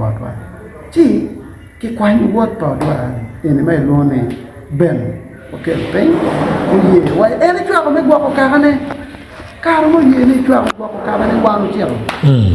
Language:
Acoli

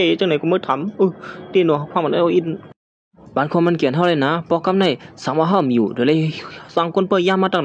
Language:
Shan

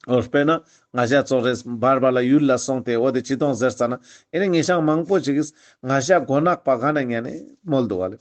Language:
Ladakhi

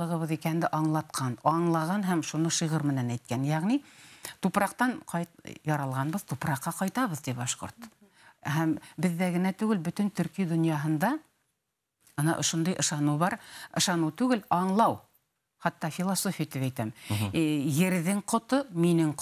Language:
Bashkir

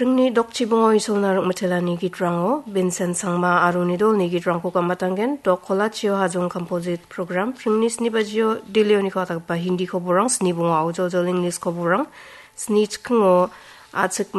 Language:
Garo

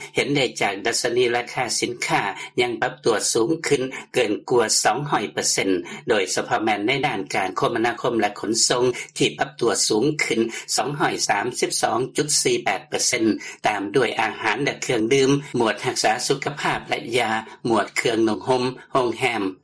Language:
Lao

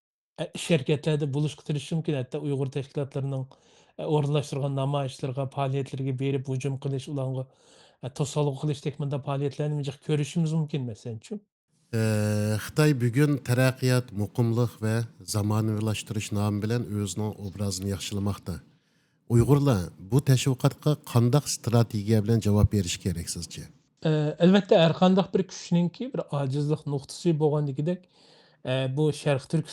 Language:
Uyghur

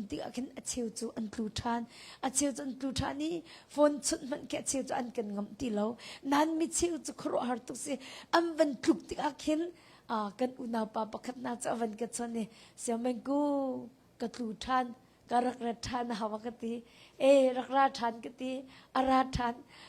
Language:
Hakha Chin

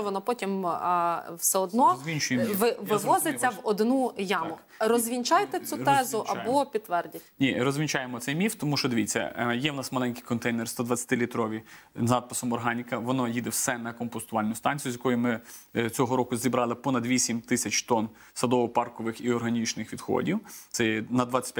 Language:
Ukrainian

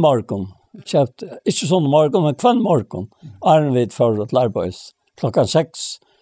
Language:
Faroese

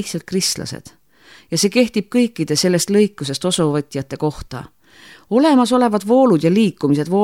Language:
Estonian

